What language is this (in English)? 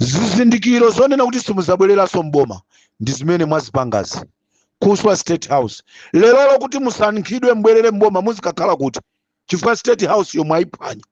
Nyanja